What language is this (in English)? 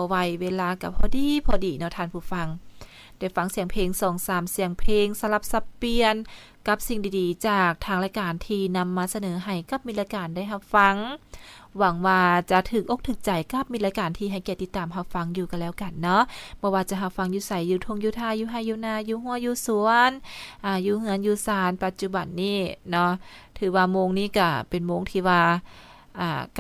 Lao